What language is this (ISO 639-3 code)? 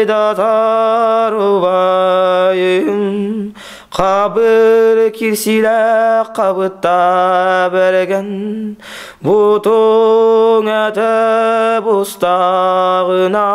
sah